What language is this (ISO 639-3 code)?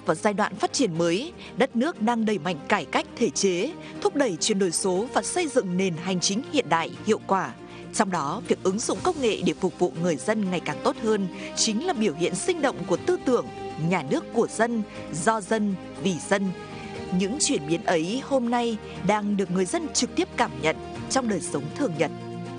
vie